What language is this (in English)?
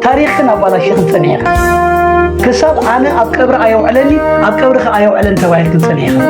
Tigrinya